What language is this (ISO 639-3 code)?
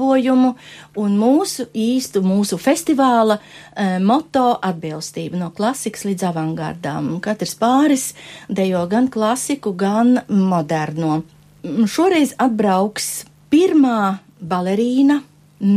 lav